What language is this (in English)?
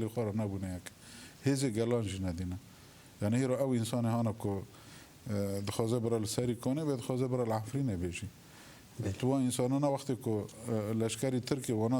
Kurdish